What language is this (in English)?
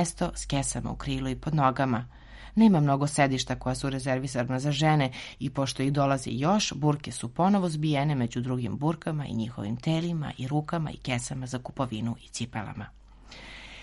Serbian